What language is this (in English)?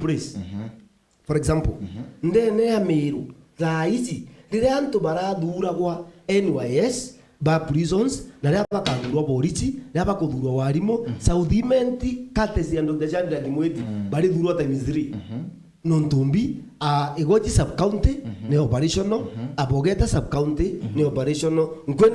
Meru